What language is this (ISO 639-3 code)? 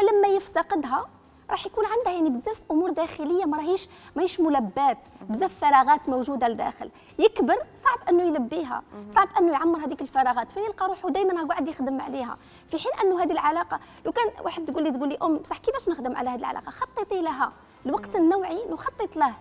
arq